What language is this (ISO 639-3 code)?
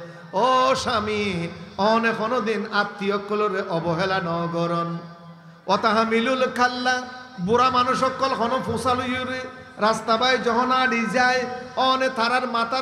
rhg